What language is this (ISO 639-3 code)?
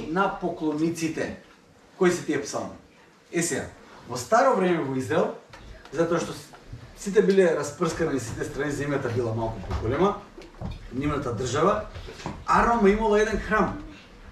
mkd